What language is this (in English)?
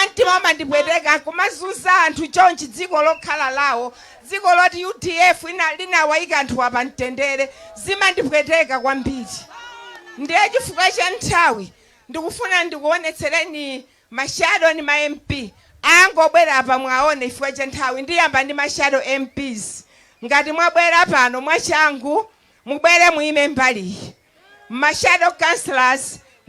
Nyanja